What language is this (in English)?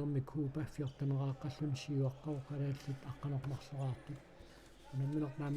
Kalaallisut